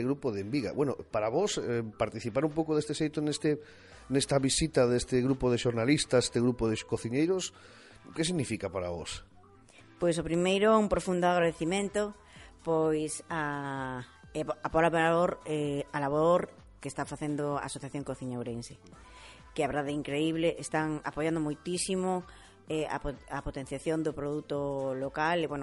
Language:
Galician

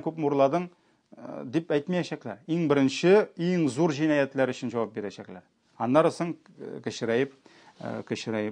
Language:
Tatar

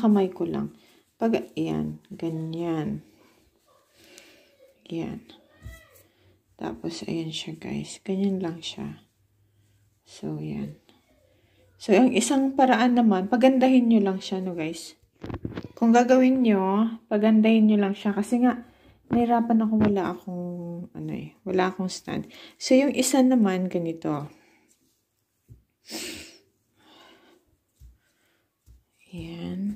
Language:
Filipino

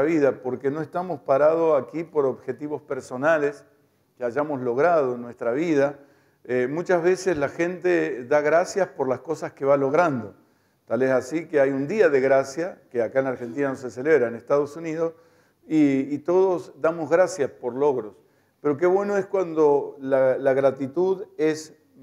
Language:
Spanish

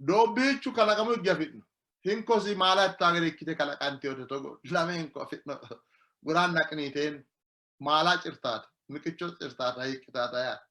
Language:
Sidamo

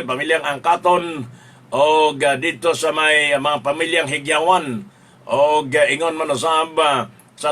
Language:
Cebuano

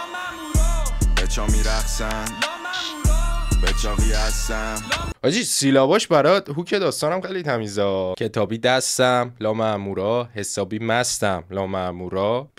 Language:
Persian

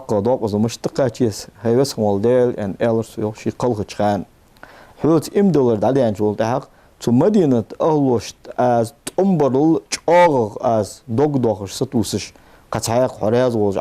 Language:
Ingush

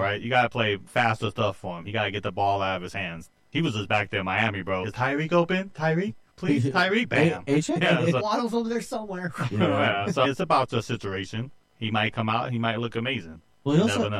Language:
English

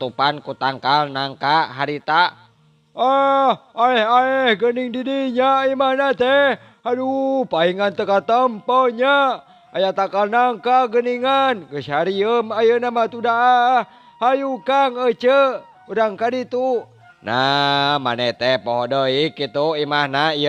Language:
Sundanese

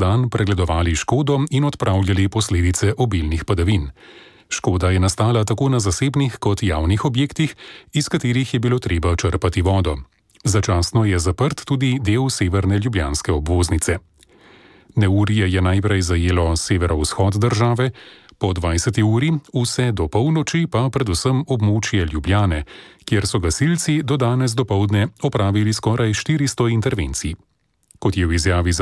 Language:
Slovenian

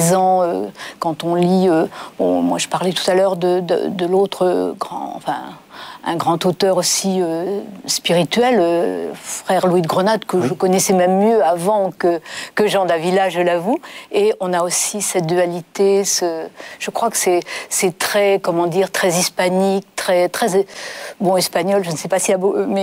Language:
French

